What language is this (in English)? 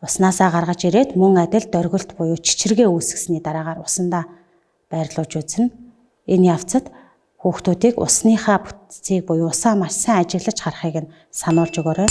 Mongolian